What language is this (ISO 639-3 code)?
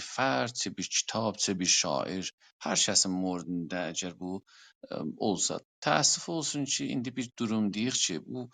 azb